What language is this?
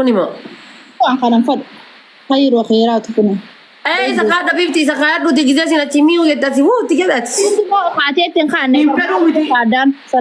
Oromo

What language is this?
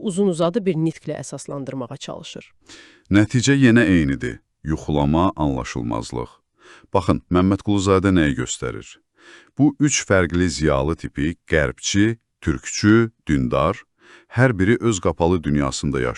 Azerbaijani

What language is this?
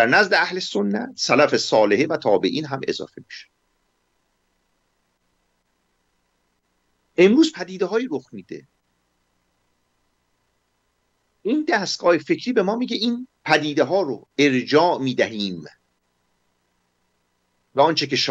Persian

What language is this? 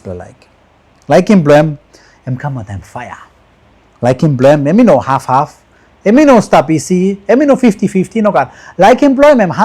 Tok Pisin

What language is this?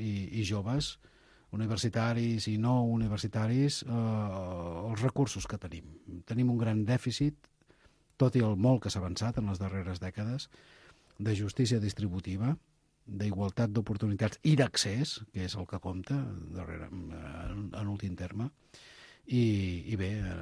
Catalan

